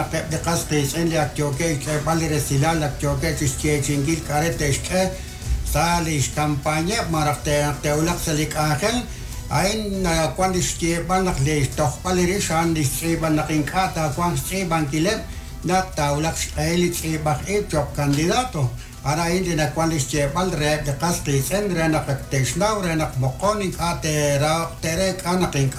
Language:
Kekchí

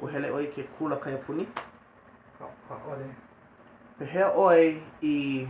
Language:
Hawaiian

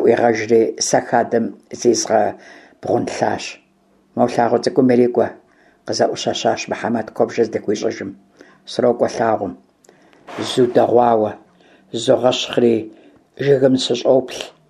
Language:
Kabardian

